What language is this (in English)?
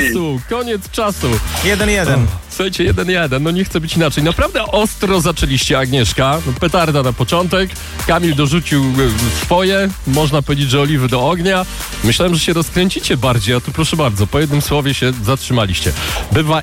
Polish